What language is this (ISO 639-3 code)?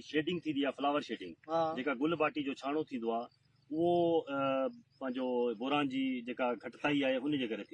snd